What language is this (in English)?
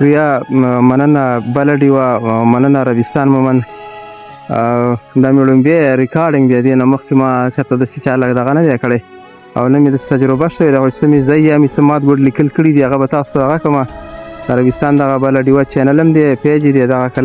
Pashto